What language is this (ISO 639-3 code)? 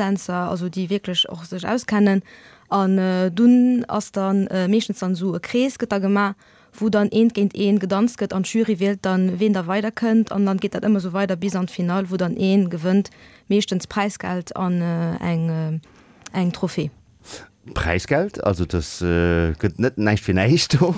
ltz